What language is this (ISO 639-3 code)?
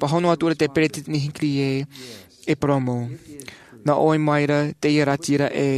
tah